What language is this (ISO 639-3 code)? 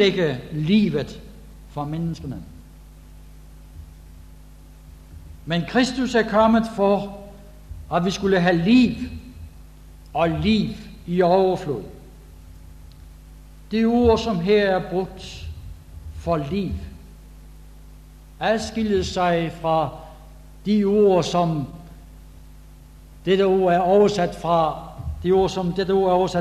dan